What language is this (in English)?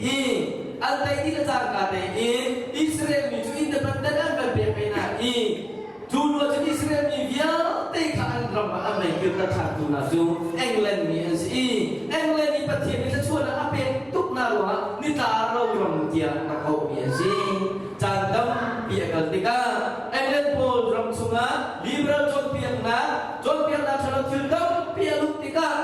Hakha Chin